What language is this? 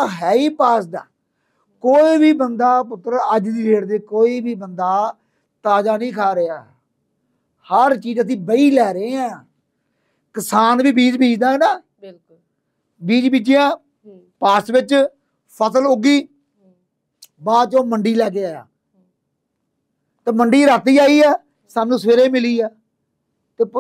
Punjabi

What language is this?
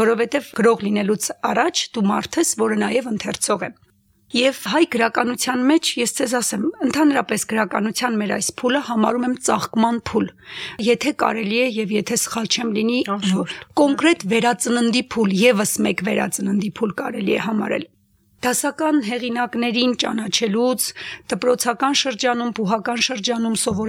Armenian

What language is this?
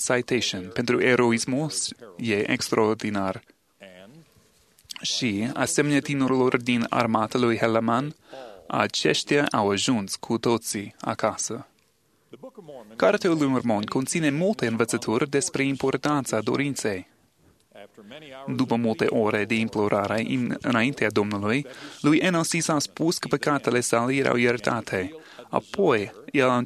Romanian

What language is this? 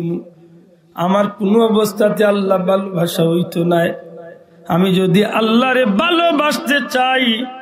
Sylheti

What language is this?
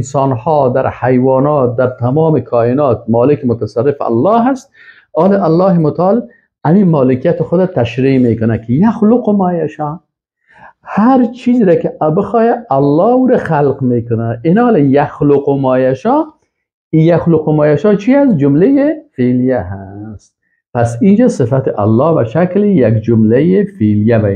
Persian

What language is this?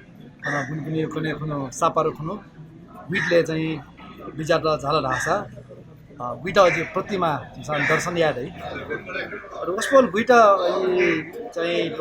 Newari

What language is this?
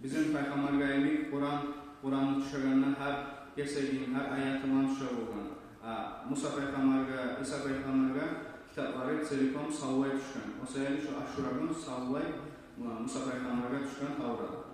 Kumyk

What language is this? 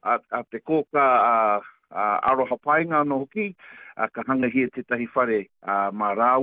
Māori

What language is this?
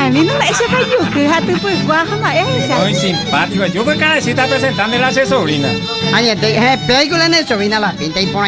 Guarani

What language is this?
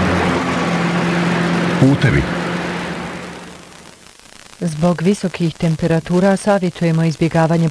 Bosnian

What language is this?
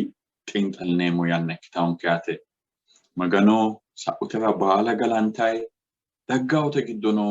Sidamo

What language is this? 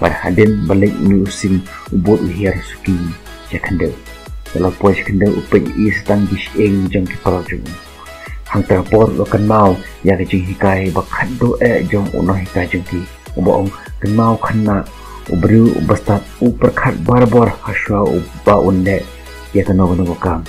Khasi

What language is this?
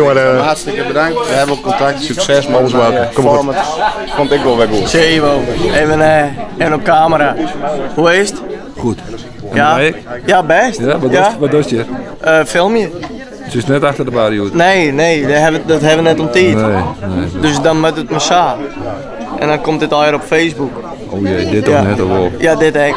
Western Frisian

